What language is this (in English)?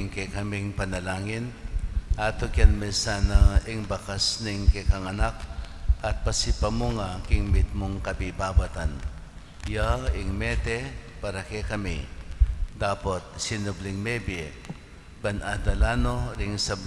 Pampanga